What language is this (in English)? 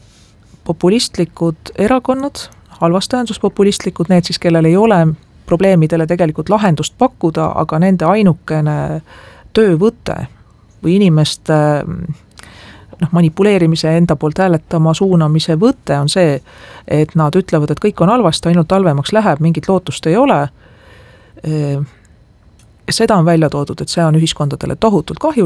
Estonian